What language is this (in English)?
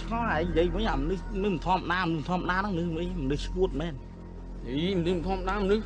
Khmer